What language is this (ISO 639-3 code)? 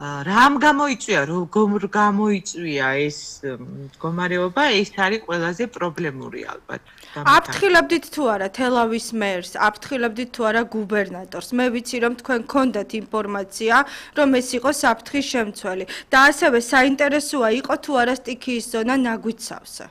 kat